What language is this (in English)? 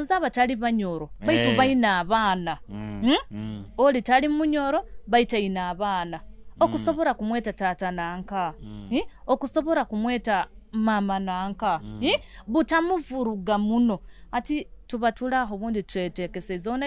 Nyoro